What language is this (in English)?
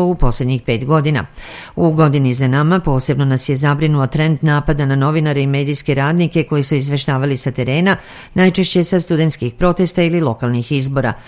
Serbian